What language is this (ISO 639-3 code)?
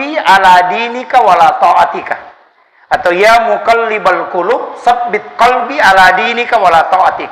bug